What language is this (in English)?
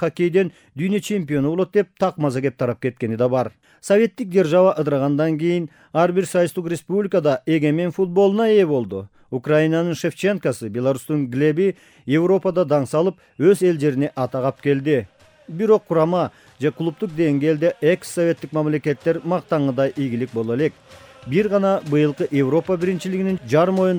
Kyrgyz